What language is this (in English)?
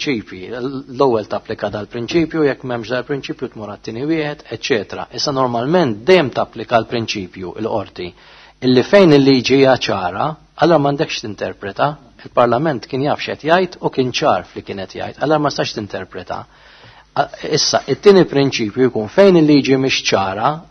Maltese